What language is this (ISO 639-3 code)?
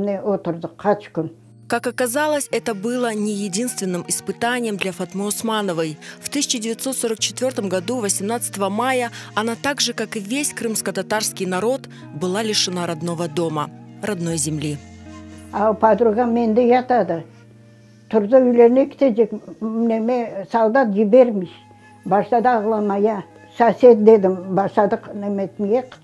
crh